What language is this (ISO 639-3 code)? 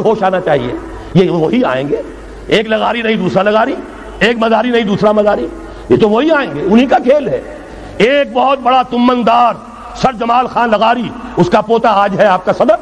urd